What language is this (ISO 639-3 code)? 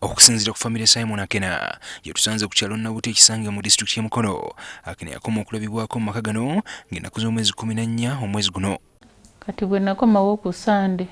lug